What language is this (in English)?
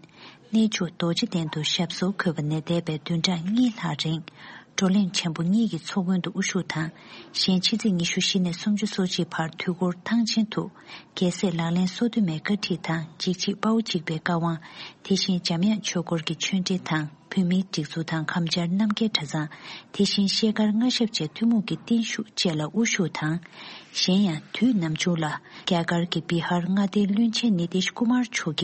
Tibetan